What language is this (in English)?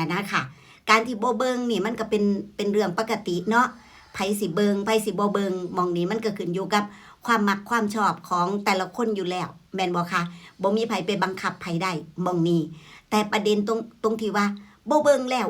Northeastern Thai